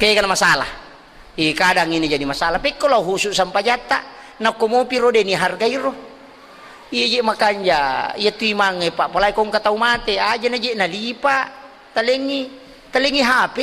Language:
Buginese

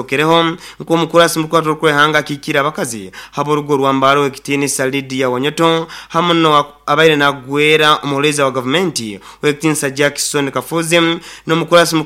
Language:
Nyoro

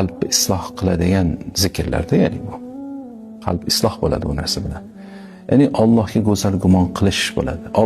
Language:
Uzbek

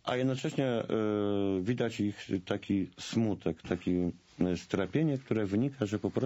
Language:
Polish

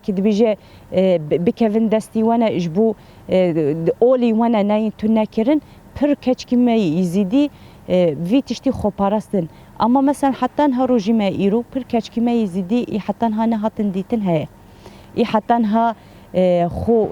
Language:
Kurdish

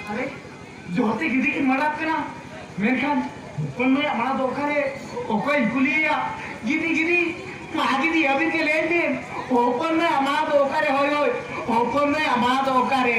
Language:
Santali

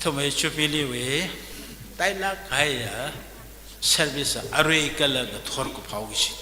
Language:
Tangkhul Naga (India)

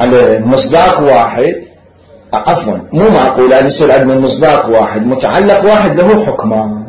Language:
Mesopotamian Arabic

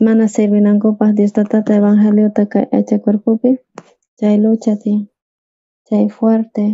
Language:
South Bolivian Quechua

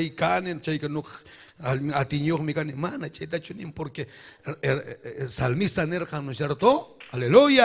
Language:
Ayacucho Quechua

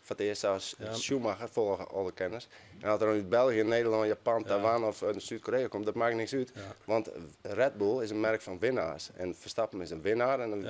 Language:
Western Frisian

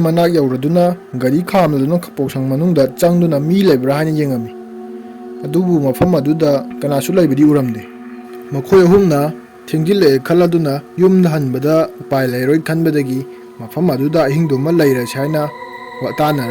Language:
Manipuri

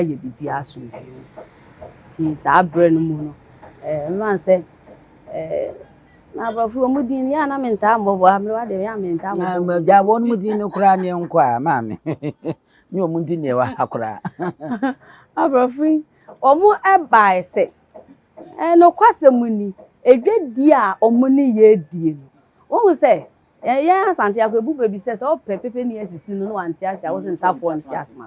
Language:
Akan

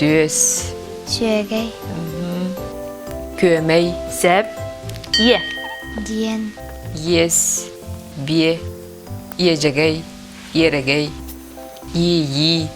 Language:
Yakut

